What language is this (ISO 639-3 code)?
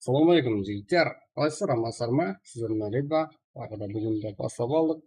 kaa